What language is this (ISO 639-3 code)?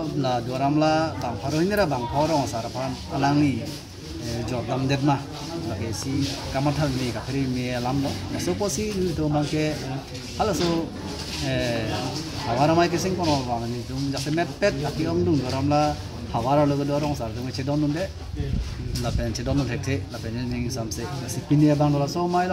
mjw